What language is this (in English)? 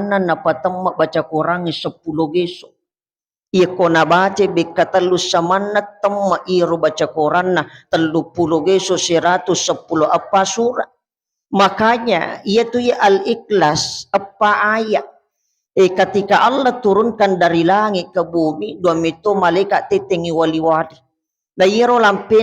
Buginese